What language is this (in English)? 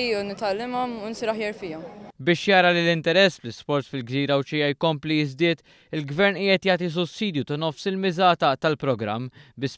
Maltese